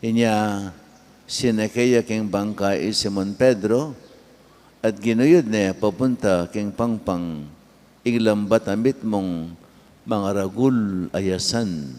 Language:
Pampanga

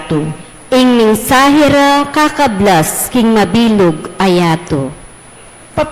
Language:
Pampanga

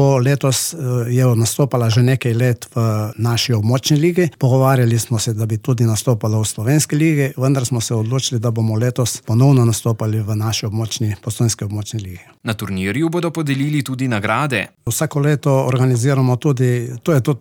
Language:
Slovenian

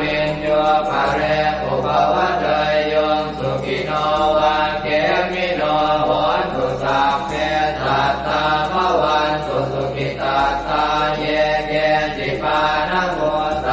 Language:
Pali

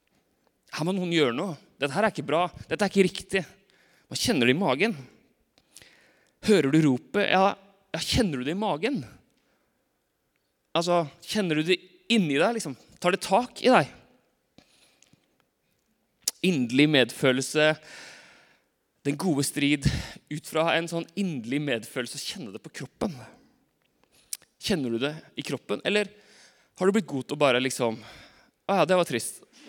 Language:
Norwegian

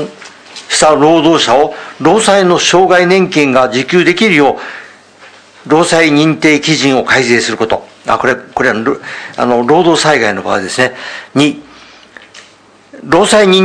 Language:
Japanese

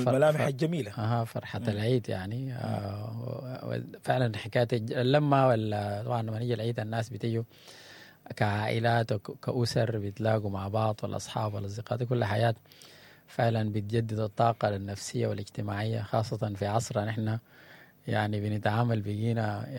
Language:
Sudanese Arabic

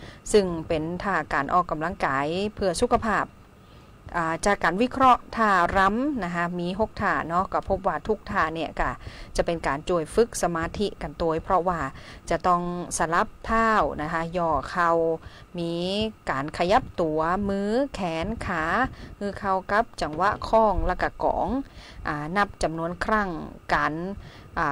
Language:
Thai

